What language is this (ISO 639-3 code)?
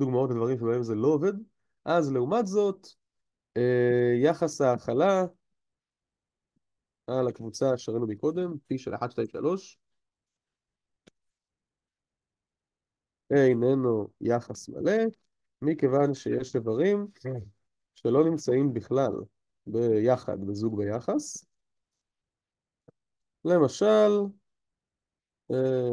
heb